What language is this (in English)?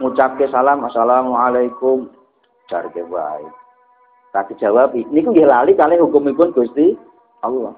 Javanese